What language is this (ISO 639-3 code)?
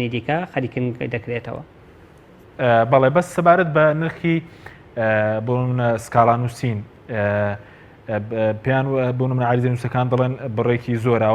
ckb